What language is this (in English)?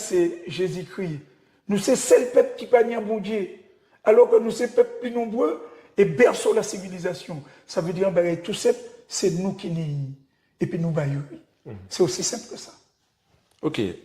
Guadeloupean Creole French